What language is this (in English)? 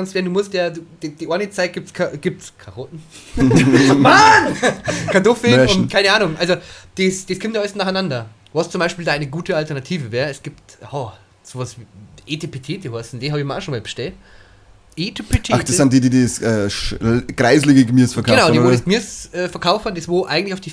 Bavarian